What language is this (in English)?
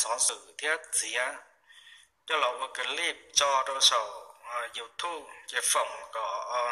Hmong